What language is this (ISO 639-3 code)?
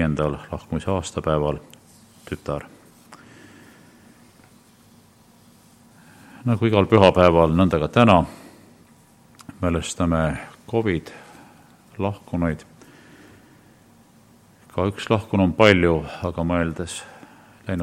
est